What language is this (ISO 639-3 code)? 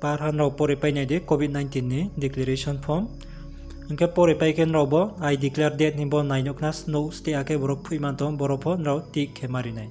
ria